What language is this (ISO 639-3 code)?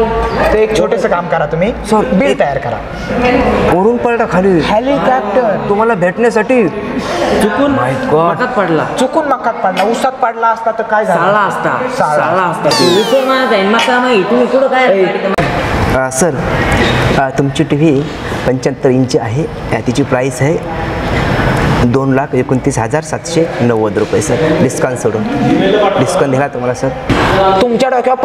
mar